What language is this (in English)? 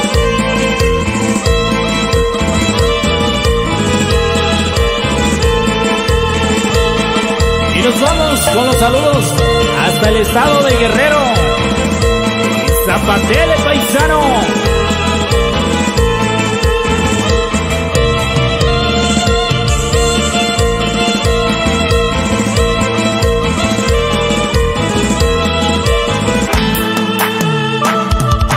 Spanish